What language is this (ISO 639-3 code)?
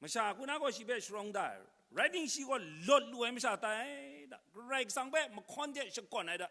kac